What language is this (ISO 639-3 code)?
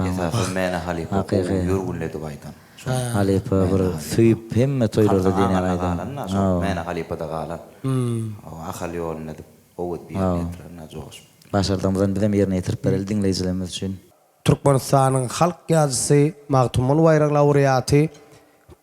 tuk